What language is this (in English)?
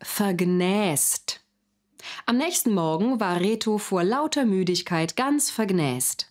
Swiss German